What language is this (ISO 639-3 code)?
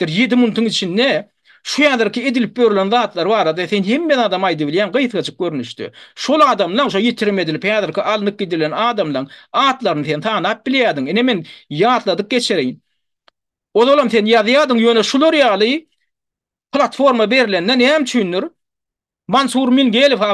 tuk